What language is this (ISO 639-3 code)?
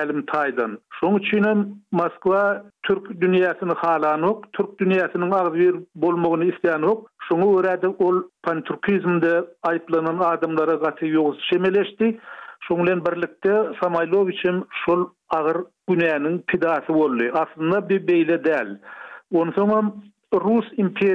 tuk